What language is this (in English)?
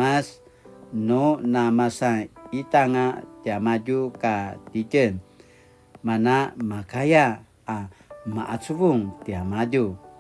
Paiwan